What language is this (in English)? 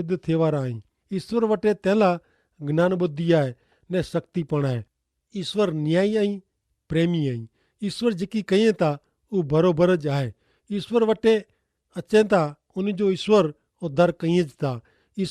Kachhi